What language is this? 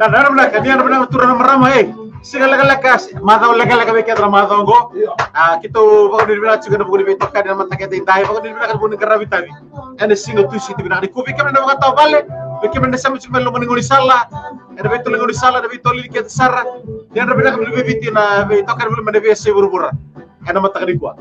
Fijian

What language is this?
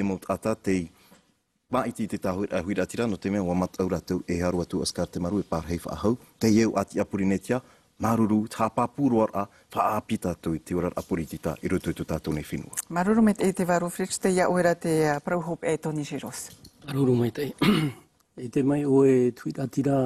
Tahitian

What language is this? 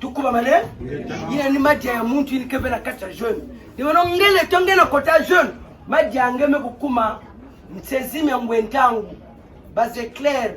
Kituba (Democratic Republic of Congo)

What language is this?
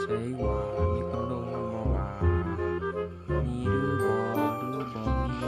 Lao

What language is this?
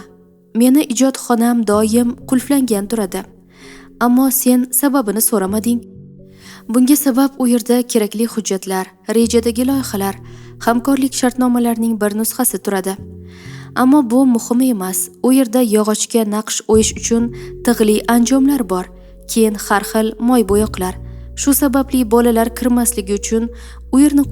Uzbek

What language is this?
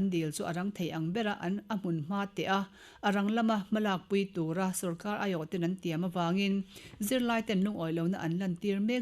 Mizo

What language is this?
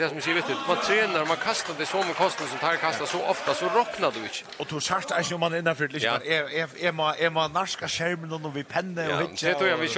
Faroese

